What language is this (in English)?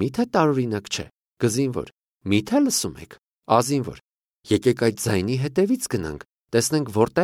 Armenian